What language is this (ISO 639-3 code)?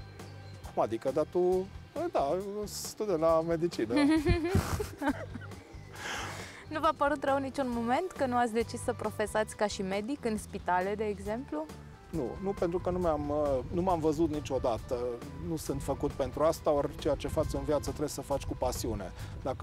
ron